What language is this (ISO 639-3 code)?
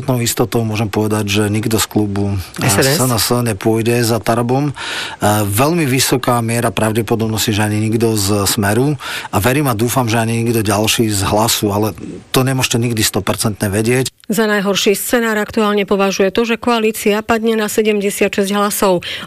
slk